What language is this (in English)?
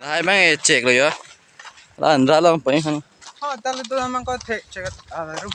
Karbi